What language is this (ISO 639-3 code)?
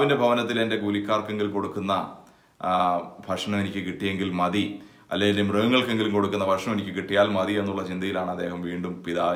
mal